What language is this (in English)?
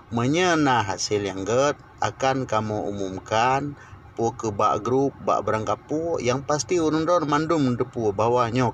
Achinese